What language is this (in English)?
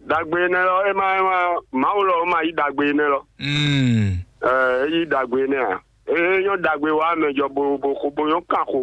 Fon